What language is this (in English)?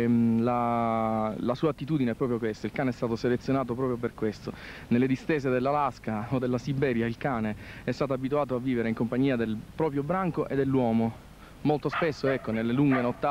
Italian